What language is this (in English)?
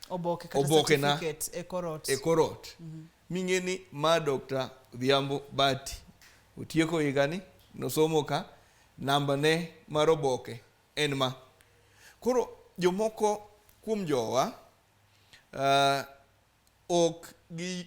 Luo (Kenya and Tanzania)